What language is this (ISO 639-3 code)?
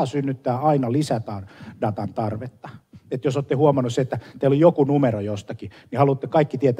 fin